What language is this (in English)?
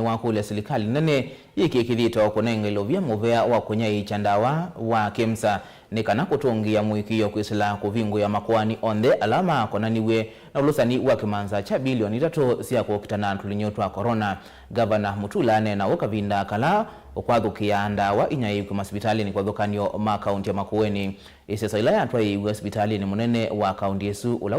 Kamba